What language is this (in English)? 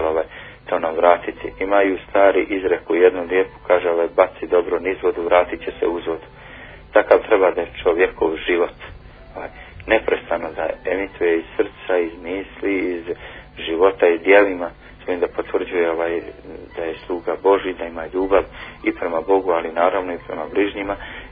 Bosnian